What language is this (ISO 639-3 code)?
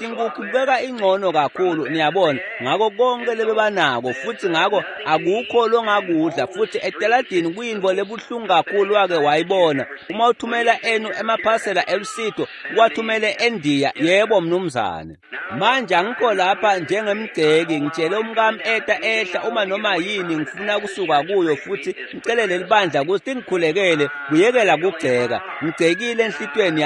ssw